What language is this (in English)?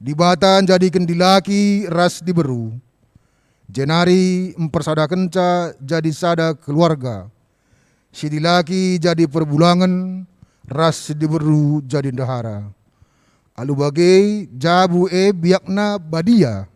Batak Karo